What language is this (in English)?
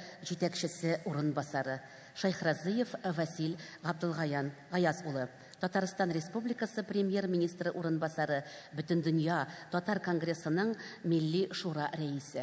Tatar